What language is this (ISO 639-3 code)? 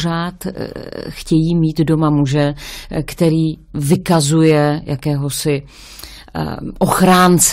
ces